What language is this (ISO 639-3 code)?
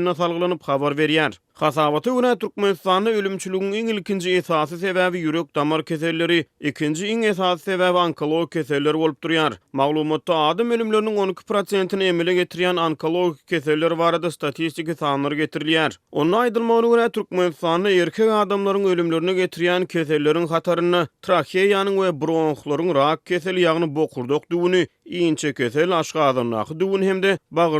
tuk